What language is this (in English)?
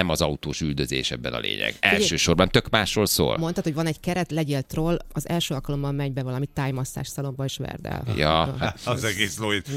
Hungarian